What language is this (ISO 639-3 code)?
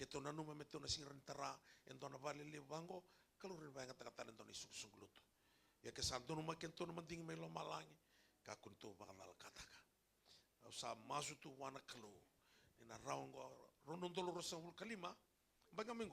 fij